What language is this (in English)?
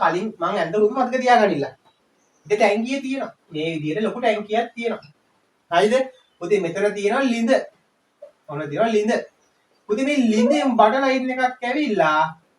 Sinhala